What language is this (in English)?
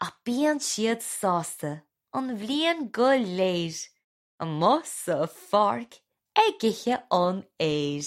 Irish